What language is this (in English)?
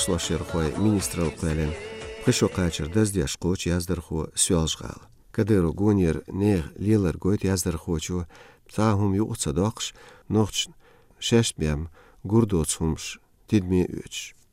Chechen